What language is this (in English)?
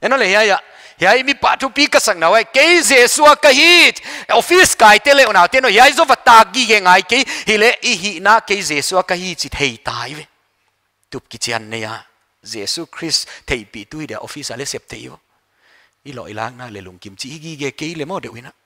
Paite Chin